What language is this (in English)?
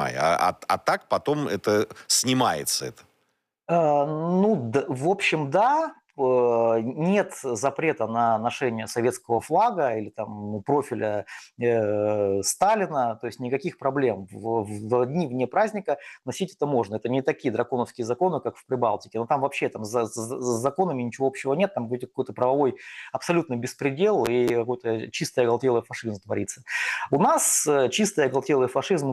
Russian